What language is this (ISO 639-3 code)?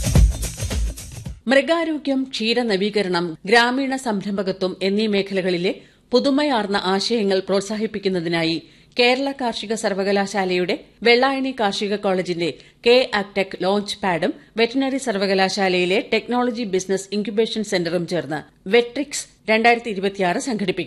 mal